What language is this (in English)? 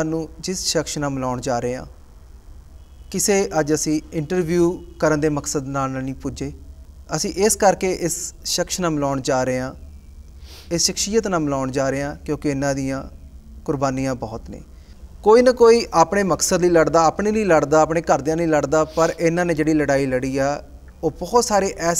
Punjabi